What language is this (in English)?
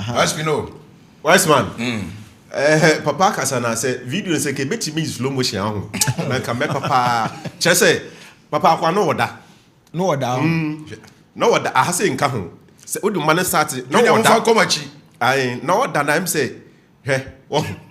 Akan